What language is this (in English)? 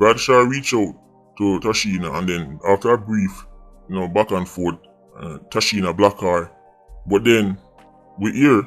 Jamaican Creole English